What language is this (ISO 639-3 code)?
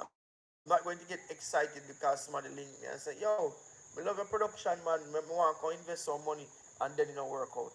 jam